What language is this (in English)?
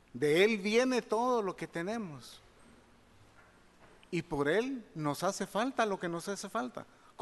Spanish